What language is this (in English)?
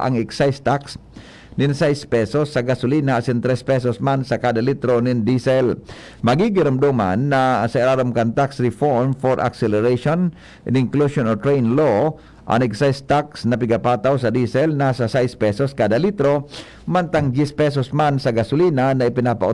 Bikol